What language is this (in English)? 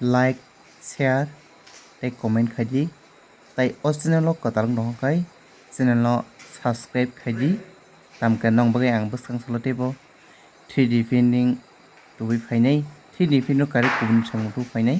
Kok Borok